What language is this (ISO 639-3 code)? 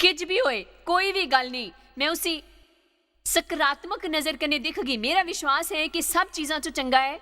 doi